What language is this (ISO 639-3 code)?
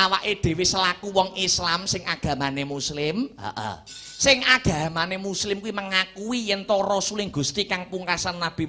jav